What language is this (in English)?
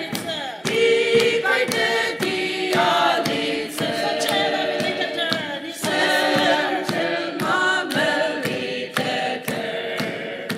Ao Naga